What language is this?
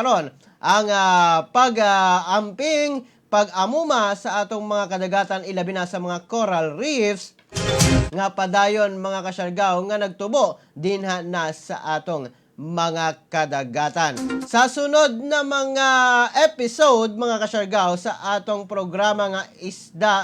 Cebuano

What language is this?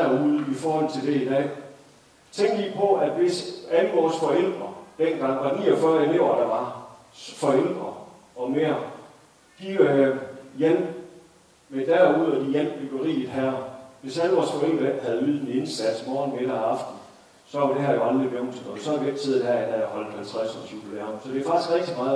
Danish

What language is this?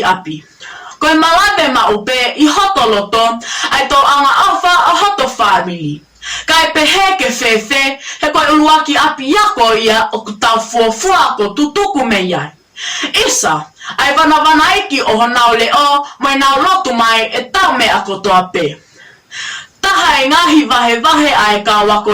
Tongan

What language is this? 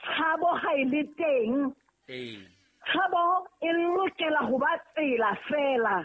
Southern Sotho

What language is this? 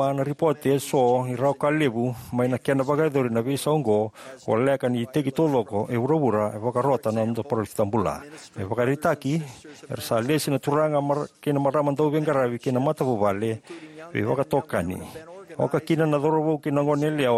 Fijian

